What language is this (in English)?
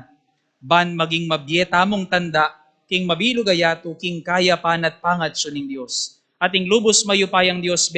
Pampanga